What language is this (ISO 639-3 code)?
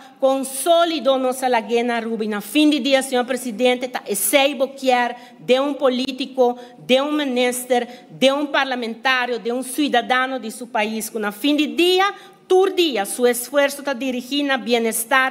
pap